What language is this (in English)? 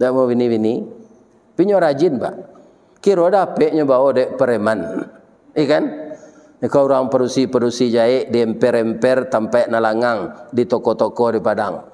Minangkabau